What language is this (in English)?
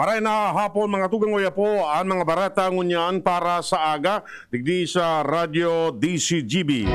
Bikol